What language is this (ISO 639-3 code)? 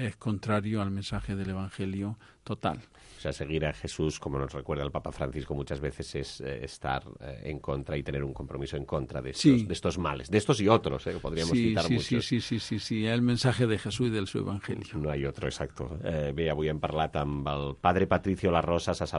cat